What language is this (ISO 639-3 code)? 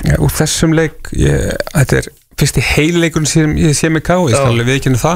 isl